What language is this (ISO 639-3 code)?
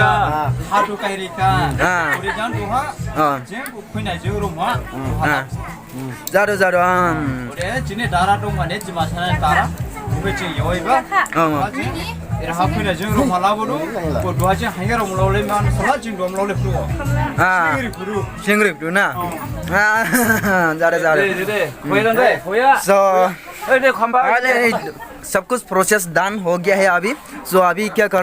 dis